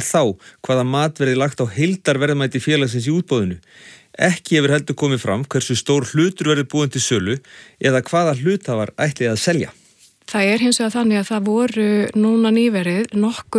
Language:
Icelandic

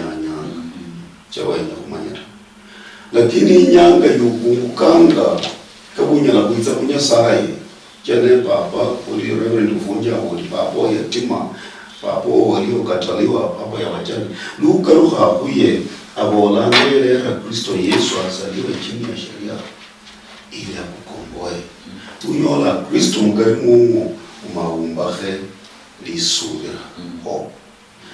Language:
Luyia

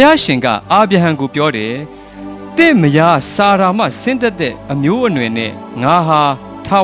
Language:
Burmese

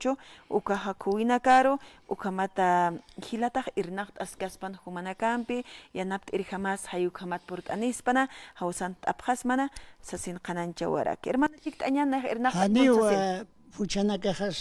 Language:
Aymara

